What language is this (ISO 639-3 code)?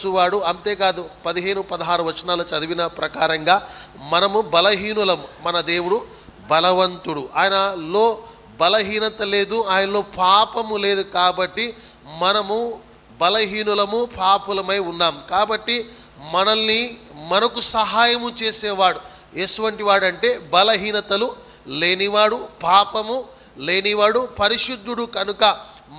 tel